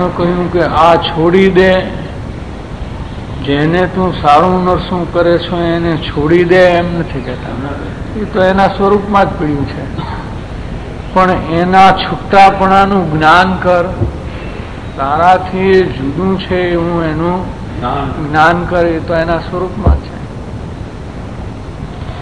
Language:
Gujarati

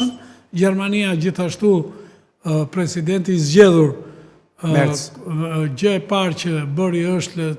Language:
Albanian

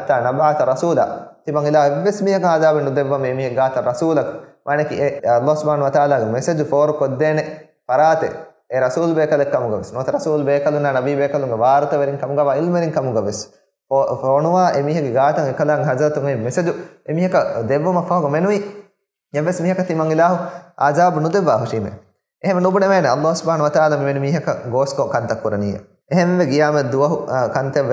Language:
Divehi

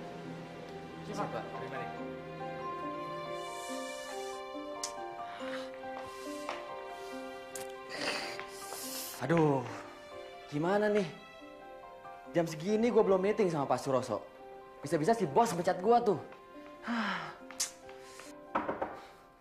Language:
Indonesian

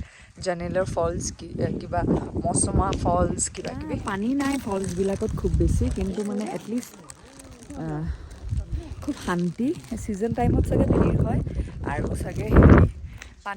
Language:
Assamese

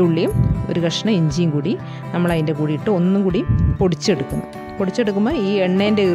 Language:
Malayalam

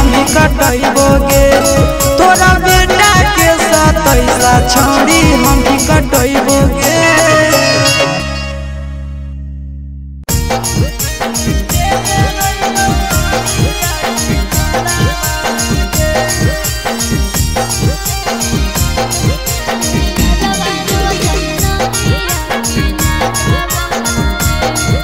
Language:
Bhojpuri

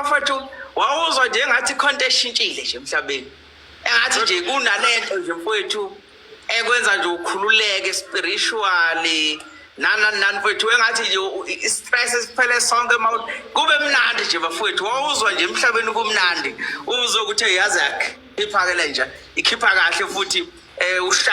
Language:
Zulu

